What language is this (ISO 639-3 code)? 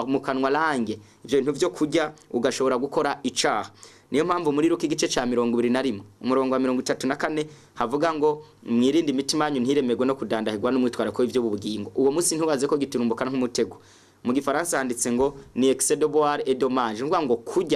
run